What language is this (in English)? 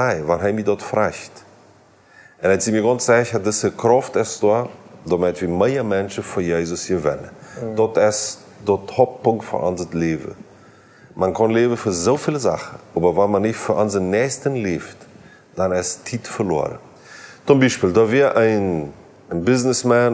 Plautdietsch